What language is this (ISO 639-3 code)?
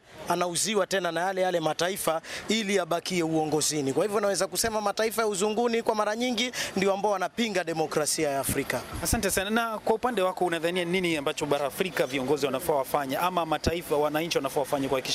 swa